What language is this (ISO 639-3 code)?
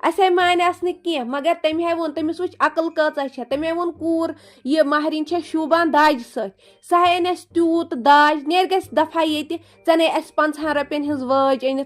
kas